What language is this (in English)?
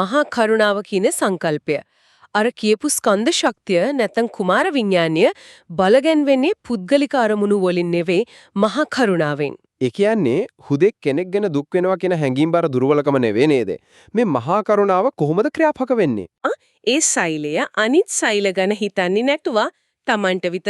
Sinhala